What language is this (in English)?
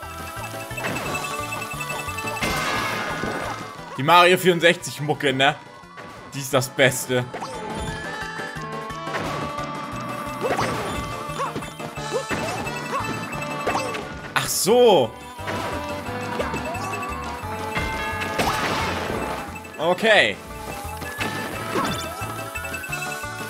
German